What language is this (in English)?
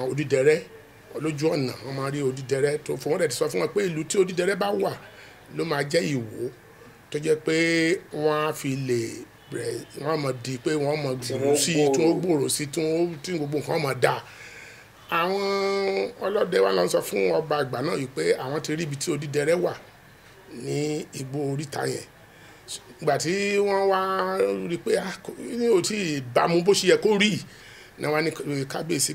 Yoruba